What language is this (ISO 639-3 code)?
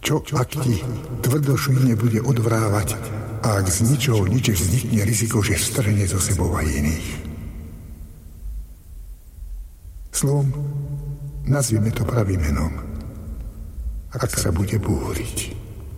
slk